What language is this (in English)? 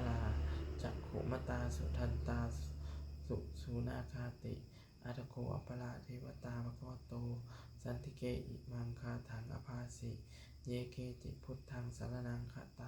Pali